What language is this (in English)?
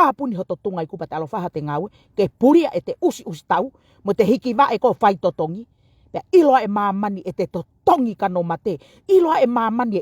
Tongan